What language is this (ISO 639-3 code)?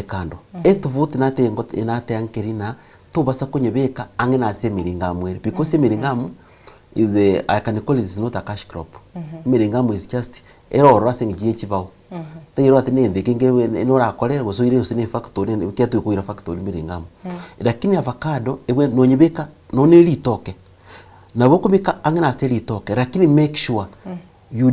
guz